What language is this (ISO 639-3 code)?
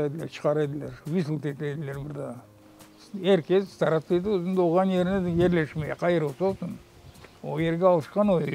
crh